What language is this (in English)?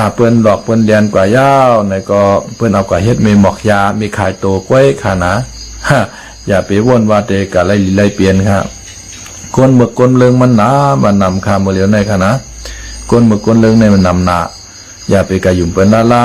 Shan